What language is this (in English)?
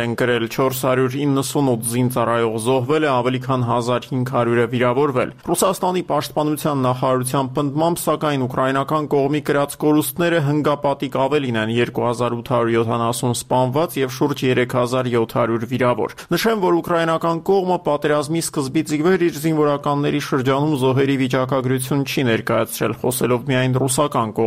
Armenian